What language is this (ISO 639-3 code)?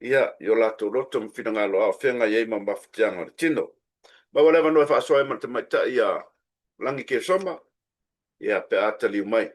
smo